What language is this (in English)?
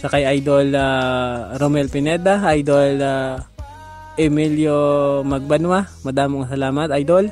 Hiligaynon